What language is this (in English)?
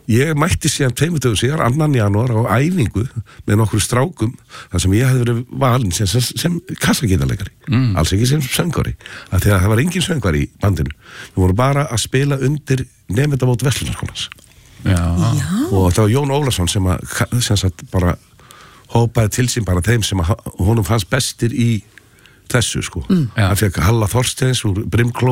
Icelandic